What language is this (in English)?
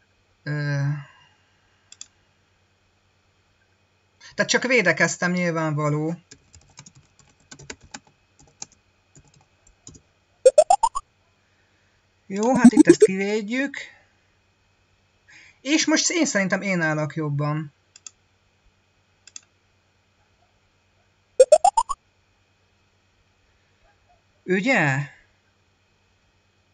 Hungarian